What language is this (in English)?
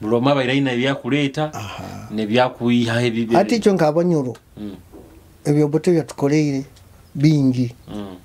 Nyoro